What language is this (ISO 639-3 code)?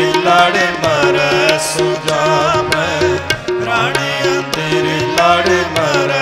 pan